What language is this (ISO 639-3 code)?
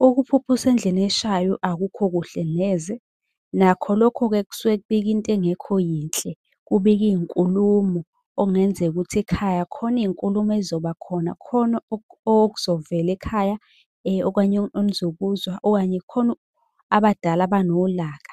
zul